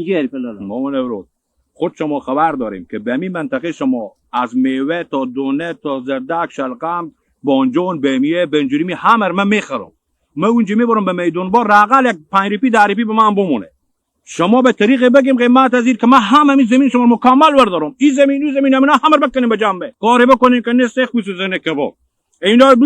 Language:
Hazaragi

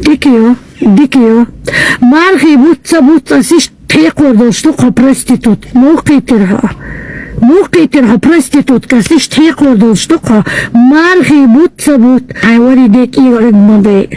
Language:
Chechen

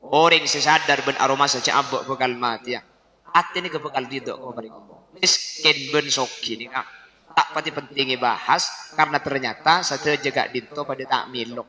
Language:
Madurese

